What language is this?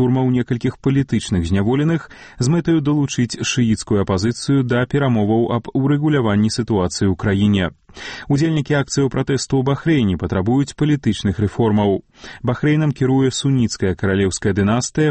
Belarusian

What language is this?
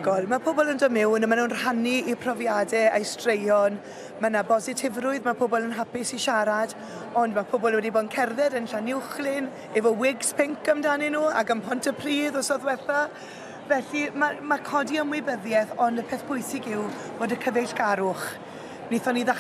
Welsh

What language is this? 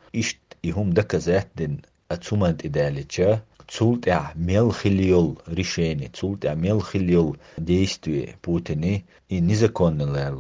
Chechen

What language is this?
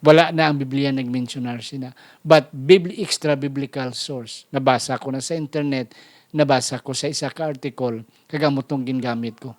Hiligaynon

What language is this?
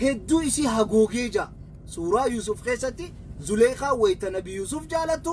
Oromo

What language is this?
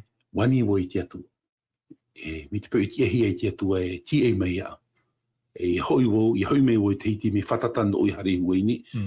Tahitian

